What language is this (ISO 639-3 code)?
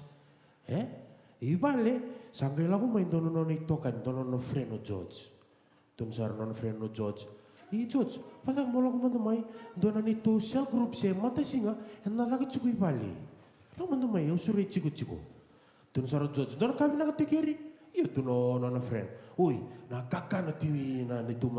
fij